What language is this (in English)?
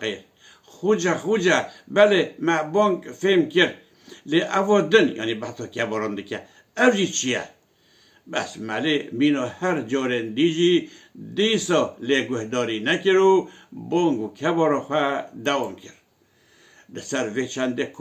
Kurdish